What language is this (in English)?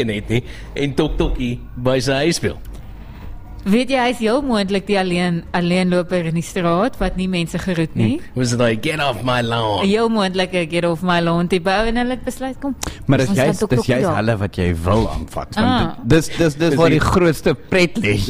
Afrikaans